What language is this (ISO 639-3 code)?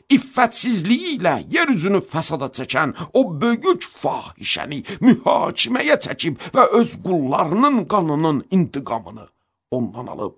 aze